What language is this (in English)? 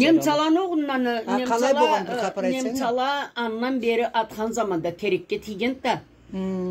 Karachay-Balkar